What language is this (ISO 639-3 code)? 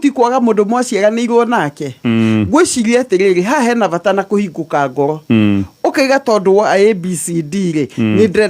kik